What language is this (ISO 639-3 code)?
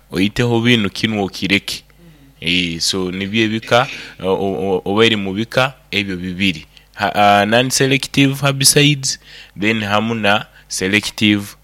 nyo